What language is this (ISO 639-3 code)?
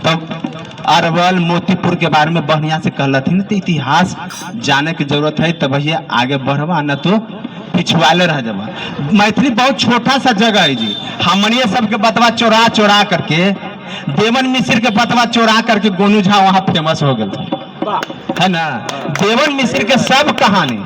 mag